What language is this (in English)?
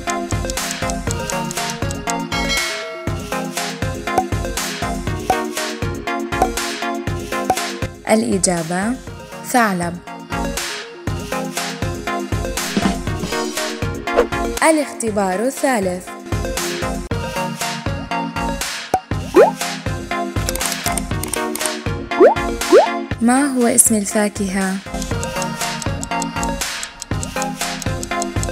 Arabic